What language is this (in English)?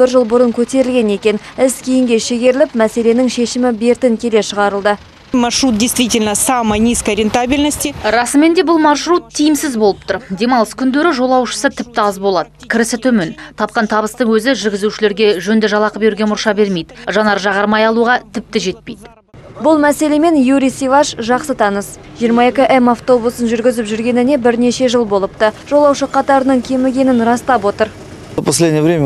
Kazakh